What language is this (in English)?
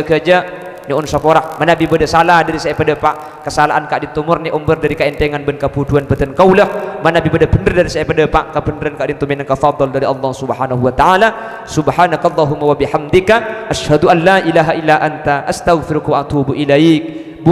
Madurese